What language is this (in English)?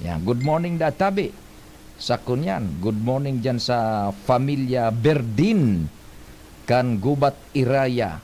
Bikol